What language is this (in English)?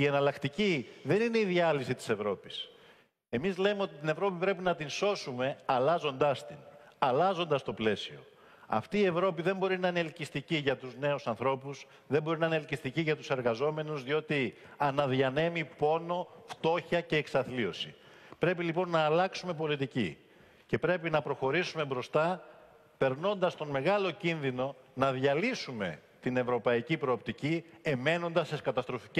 Greek